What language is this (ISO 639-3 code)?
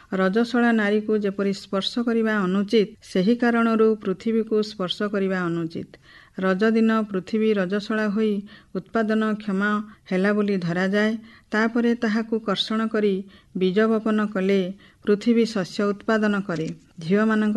ori